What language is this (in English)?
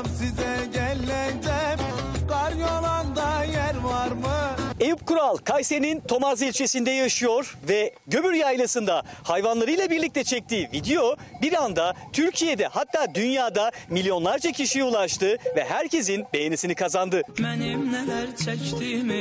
Turkish